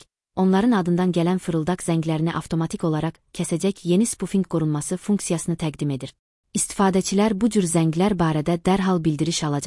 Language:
Azerbaijani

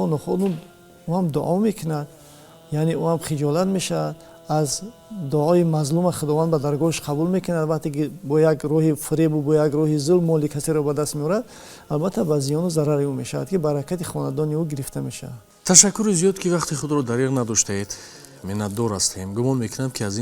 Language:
Tajik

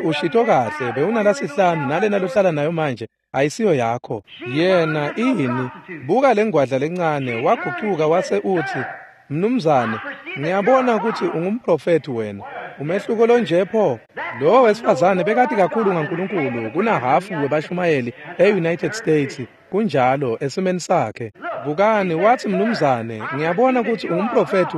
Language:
Swati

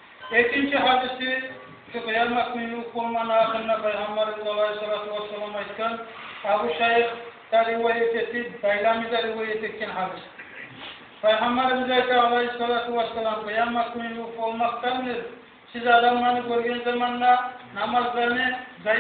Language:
Kumyk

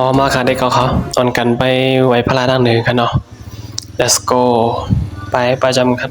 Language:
Shan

